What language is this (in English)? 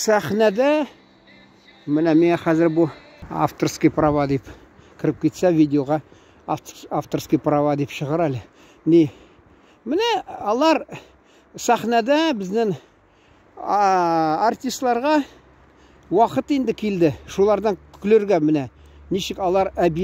Tatar